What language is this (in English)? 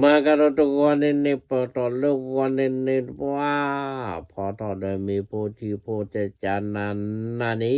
S'gaw Karen